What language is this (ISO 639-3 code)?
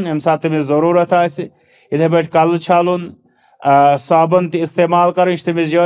kas